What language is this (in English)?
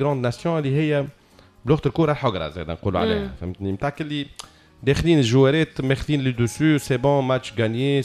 Tunisian Arabic